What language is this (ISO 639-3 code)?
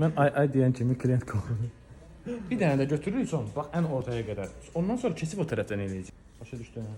aze